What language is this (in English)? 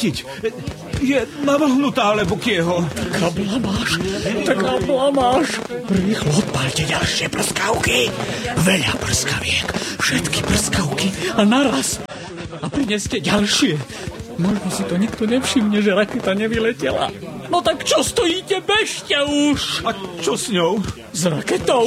Slovak